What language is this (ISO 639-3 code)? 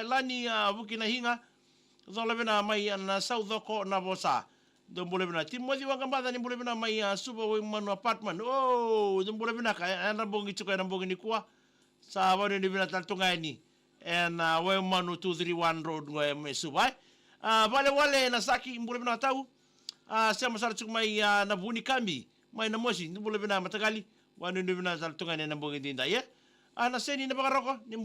fij